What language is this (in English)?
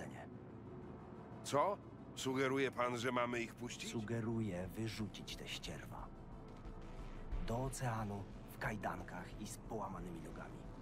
Polish